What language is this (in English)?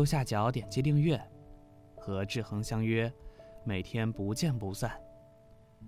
Chinese